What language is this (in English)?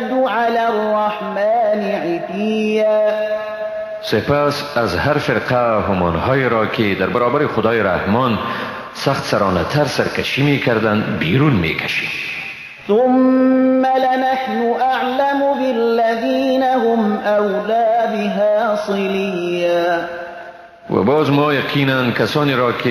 Persian